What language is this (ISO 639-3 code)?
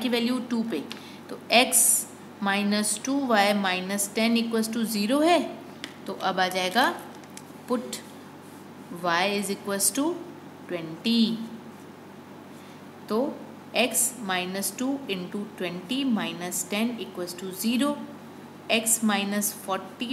hin